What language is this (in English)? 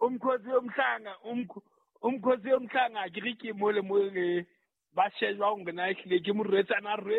Southern Sotho